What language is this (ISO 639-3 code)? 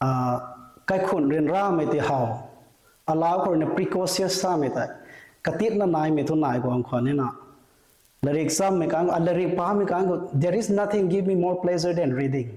nbu